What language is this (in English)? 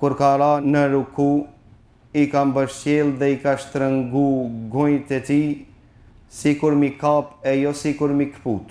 Albanian